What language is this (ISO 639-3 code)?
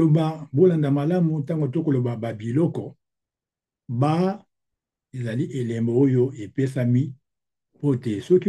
lin